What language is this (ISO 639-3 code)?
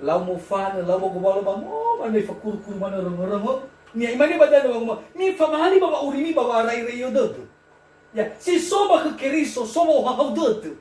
nia